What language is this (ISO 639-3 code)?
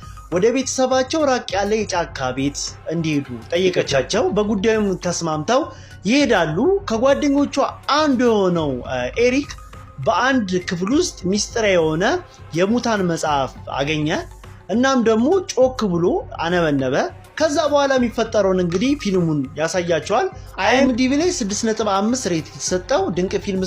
amh